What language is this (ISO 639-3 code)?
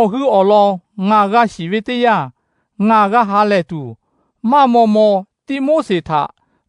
lhu